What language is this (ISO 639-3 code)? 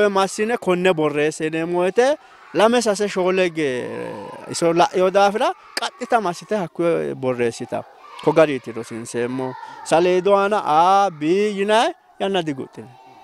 sid